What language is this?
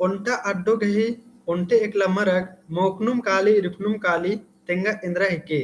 Kurukh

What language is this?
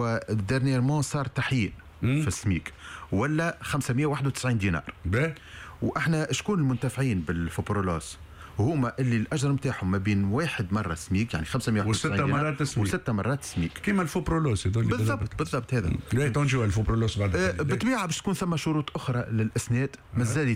Tunisian Arabic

